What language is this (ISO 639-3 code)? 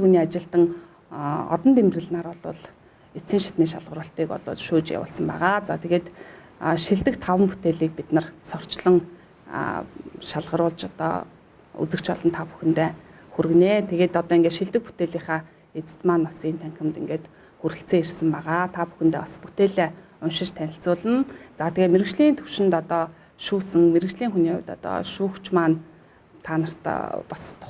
mon